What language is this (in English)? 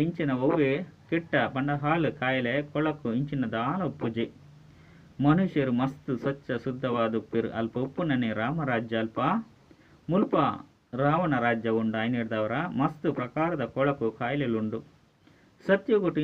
Tulu